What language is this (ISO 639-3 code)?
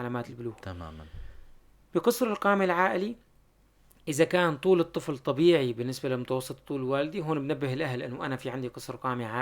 apc